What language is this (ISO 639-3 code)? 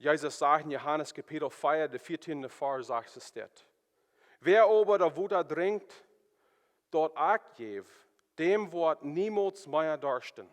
pdt